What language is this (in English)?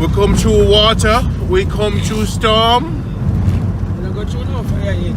Jamaican Creole English